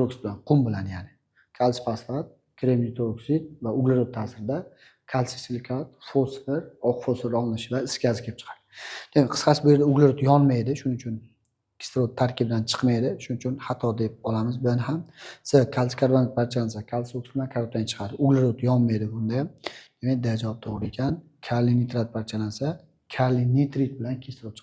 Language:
Uzbek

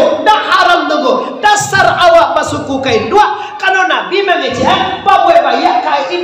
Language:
Minangkabau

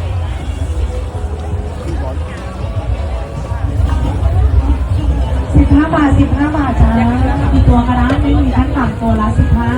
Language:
Lao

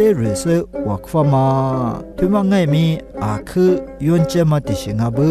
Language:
Lisu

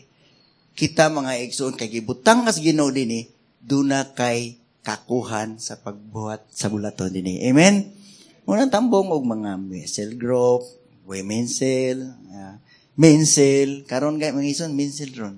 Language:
Cebuano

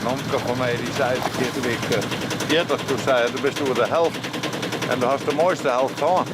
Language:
Western Frisian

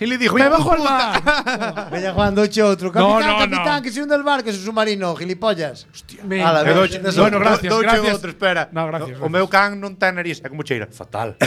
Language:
Galician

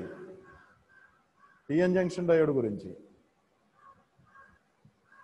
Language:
Telugu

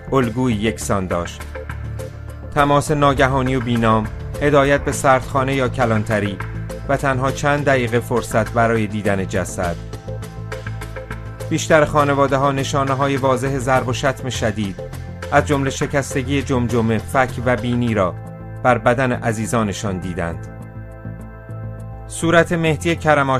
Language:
Persian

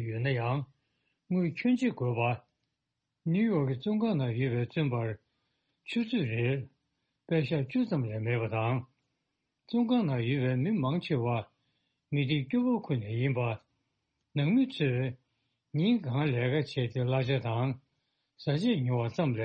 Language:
Tibetan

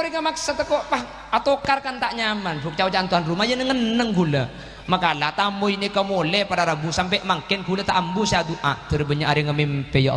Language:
Madurese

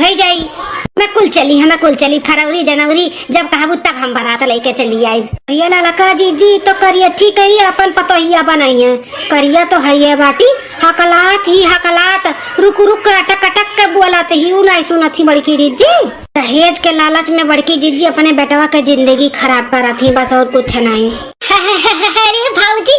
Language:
Awadhi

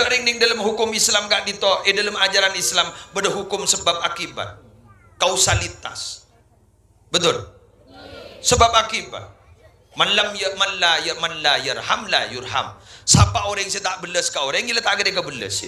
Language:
Madurese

